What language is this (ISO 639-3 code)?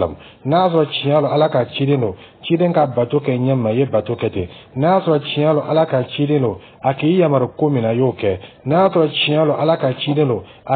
dyu